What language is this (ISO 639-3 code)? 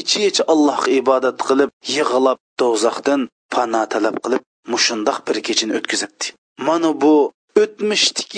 uig